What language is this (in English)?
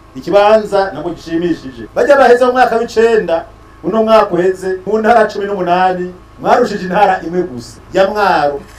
Rundi